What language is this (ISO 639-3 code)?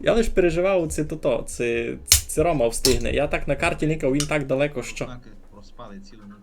rue